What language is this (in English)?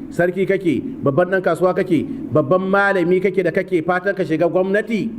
Hausa